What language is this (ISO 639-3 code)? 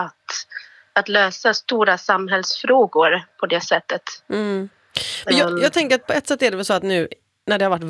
swe